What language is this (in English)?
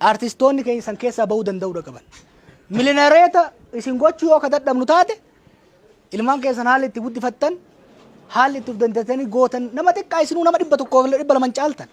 Oromo